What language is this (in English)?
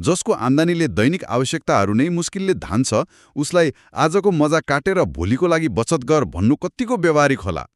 Nepali